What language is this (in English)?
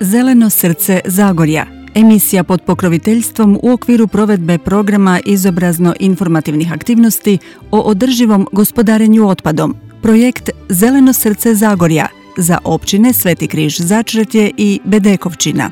Croatian